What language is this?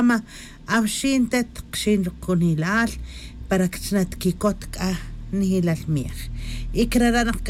Tz'utujil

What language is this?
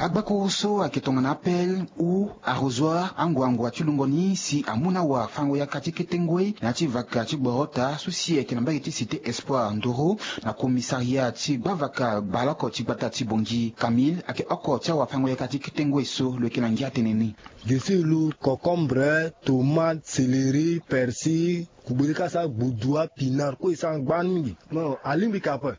Sango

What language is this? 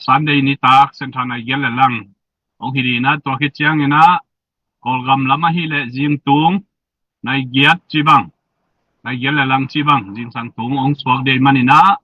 Tedim Chin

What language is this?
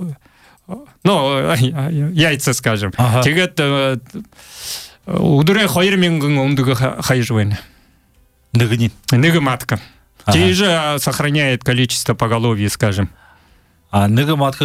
Buriat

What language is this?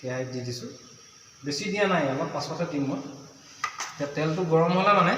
Assamese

